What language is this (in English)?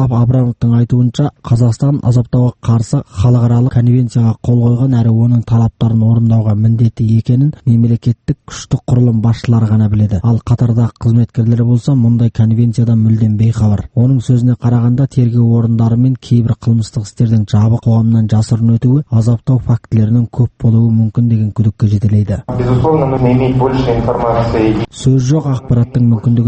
Kazakh